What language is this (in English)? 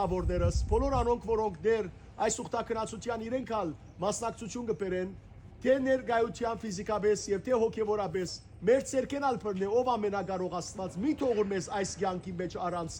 Western Armenian